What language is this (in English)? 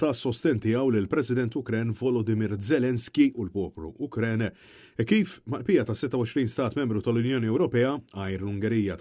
Maltese